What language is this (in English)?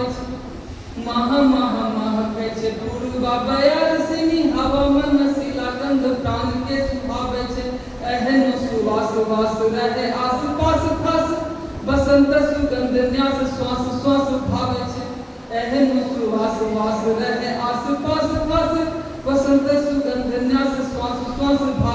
Angika